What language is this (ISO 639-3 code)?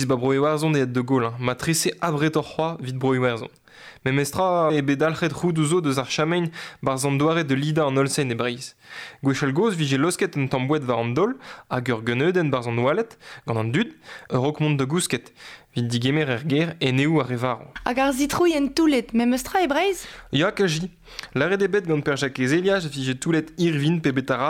bre